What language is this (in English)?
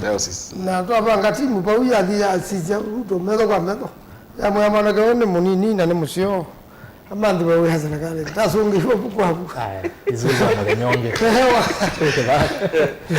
Kamba